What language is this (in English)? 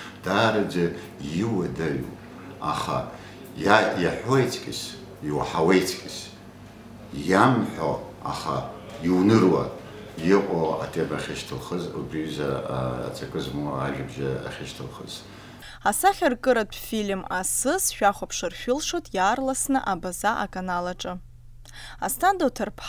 Abkhazian